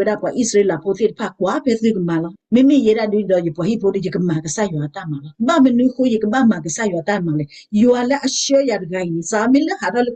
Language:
S'gaw Karen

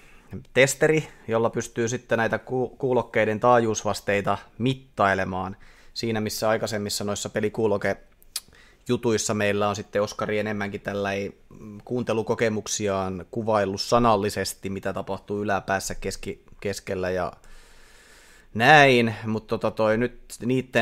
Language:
Finnish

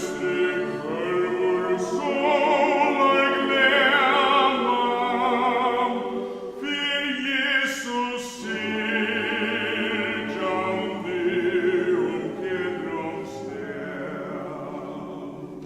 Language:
Faroese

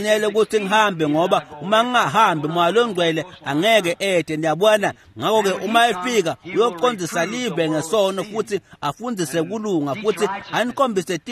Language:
Swati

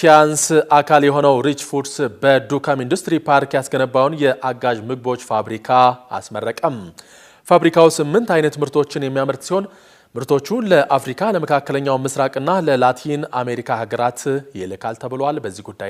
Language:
Amharic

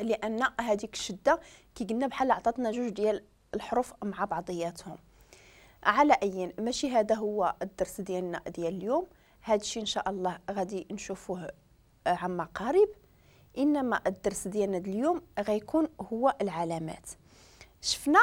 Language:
Moroccan Arabic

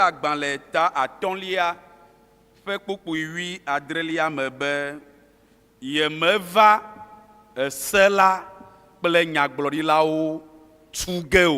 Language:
Ewe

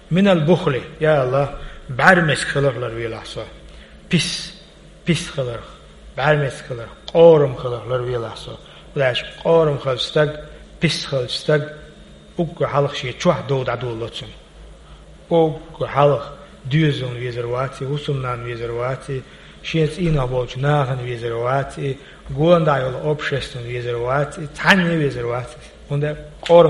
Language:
Chechen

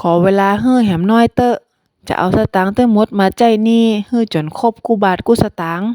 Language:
Northern Thai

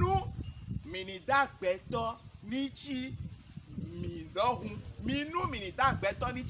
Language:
Fon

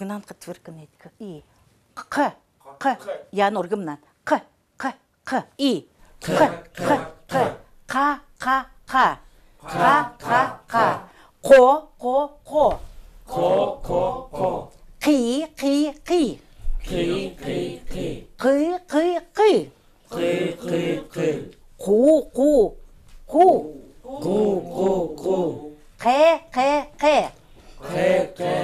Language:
Chukot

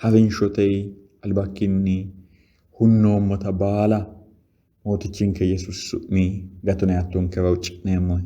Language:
Sidamo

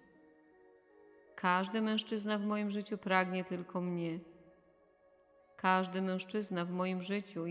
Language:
Polish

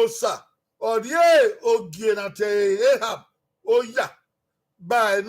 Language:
Bini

